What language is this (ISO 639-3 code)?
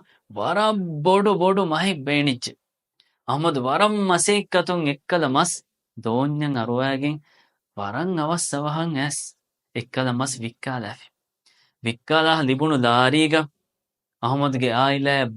div